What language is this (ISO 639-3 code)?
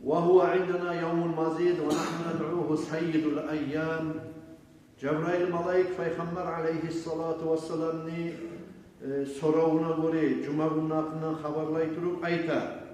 kum